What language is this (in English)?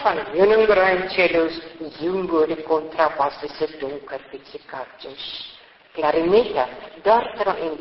Afrikaans